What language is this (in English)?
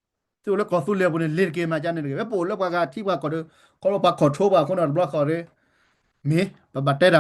S'gaw Karen